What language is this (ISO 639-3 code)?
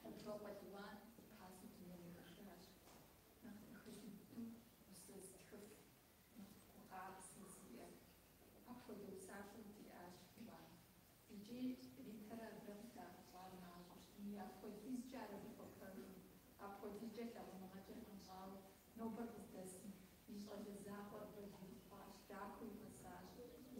kbd